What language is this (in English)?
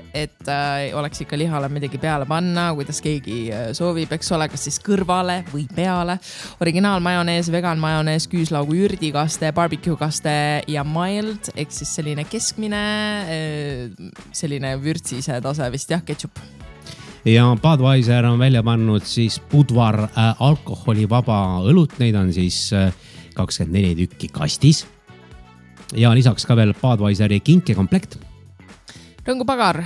Estonian